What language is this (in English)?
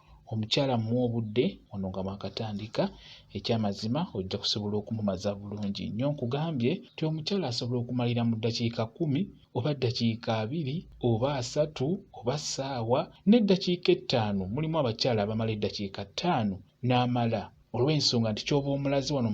Ganda